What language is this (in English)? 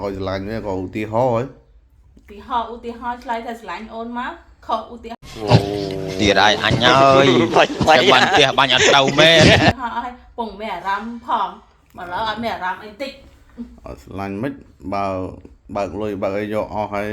Khmer